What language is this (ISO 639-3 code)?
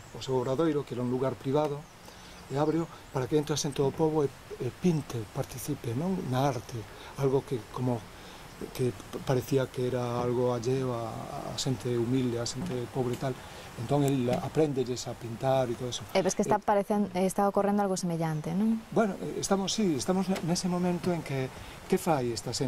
glg